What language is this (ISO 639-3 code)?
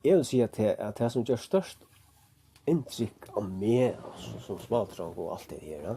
fao